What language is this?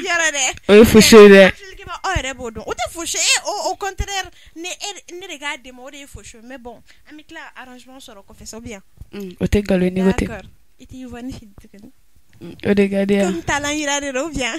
Bambara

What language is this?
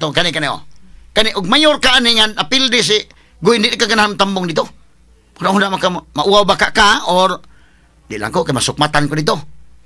Cebuano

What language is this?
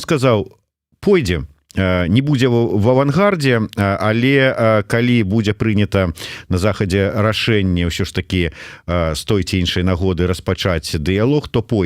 Belarusian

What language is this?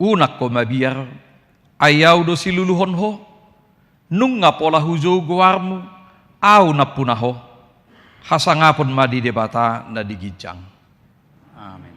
Batak Toba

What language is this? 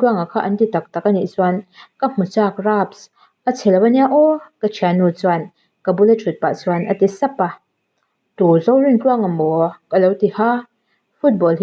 Mizo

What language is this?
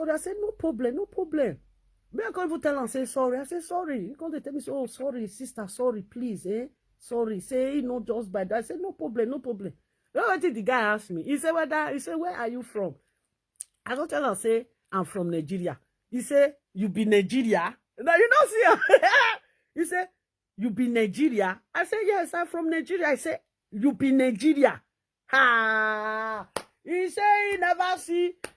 Nigerian Pidgin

